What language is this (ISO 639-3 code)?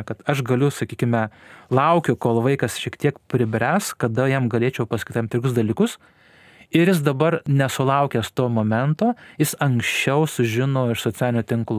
lit